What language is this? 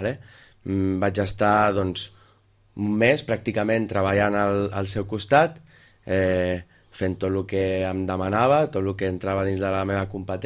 Catalan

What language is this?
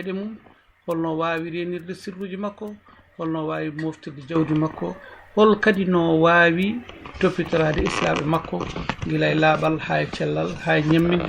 Fula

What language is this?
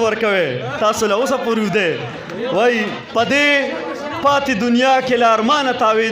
Pashto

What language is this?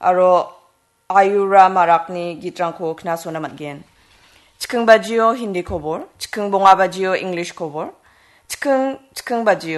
Garo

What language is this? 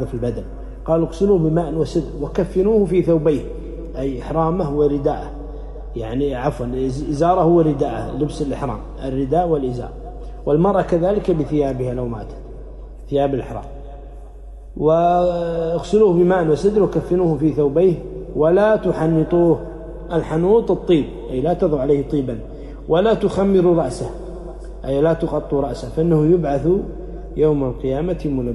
Arabic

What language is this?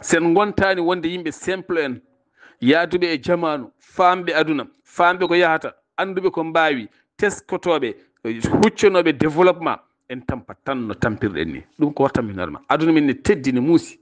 Fula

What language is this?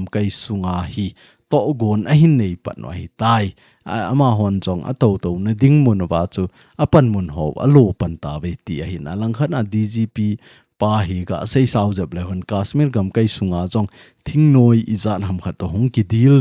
Thado Chin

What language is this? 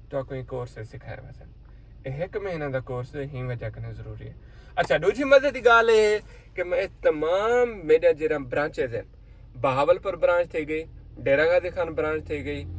Saraiki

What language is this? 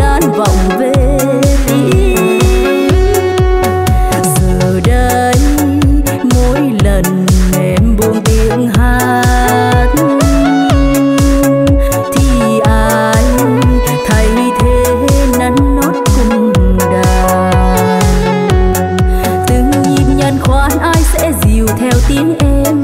Vietnamese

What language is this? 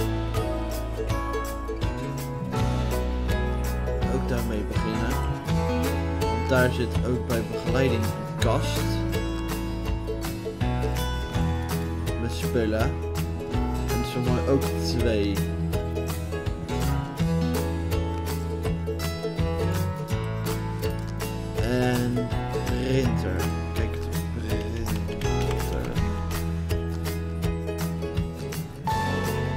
Dutch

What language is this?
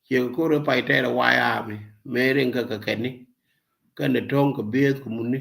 Nuer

